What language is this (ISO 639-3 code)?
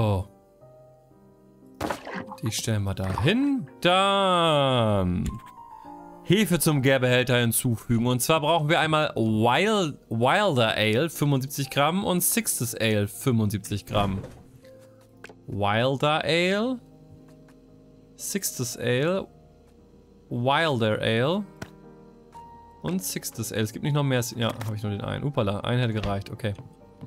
deu